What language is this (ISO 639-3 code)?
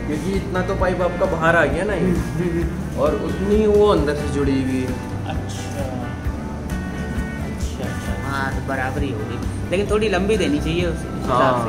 hin